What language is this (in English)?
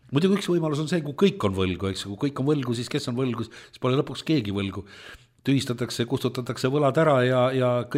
Estonian